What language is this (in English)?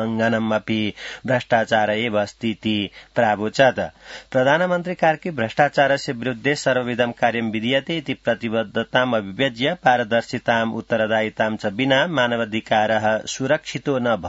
Sanskrit